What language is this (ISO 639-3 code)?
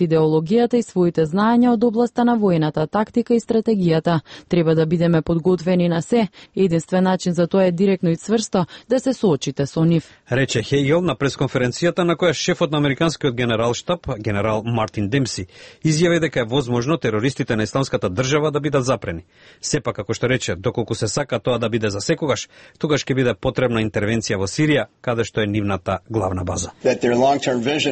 mkd